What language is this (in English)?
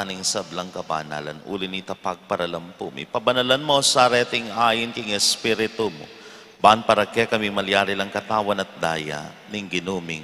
Pampanga